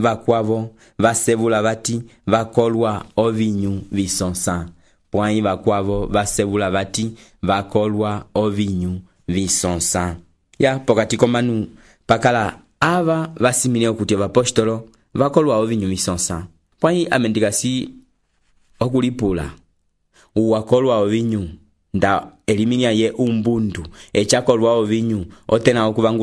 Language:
Umbundu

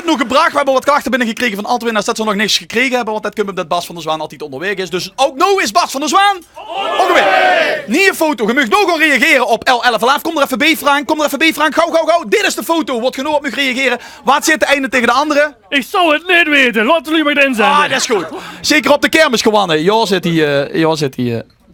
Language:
Limburgish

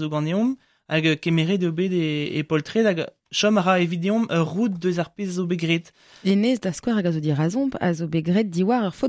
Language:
Breton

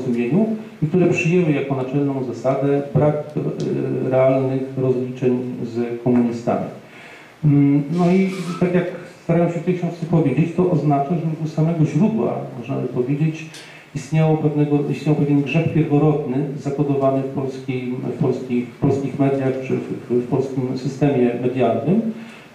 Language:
Polish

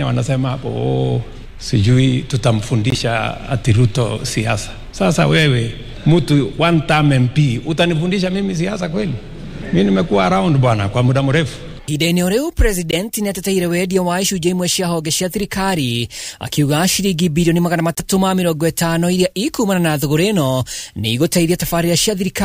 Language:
Kikuyu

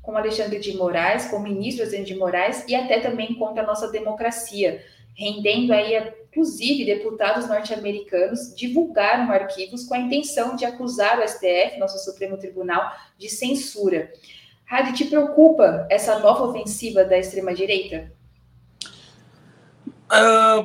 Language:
Portuguese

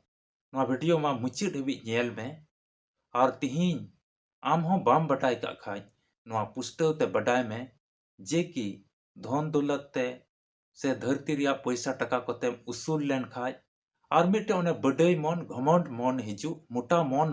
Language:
Santali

